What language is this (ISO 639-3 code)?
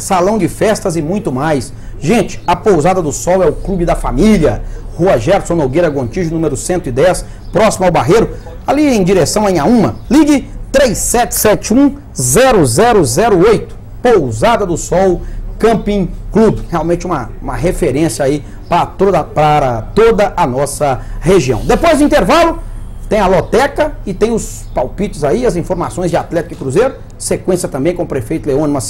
por